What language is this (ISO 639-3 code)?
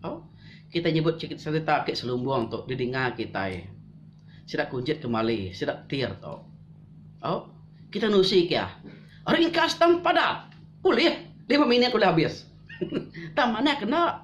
iba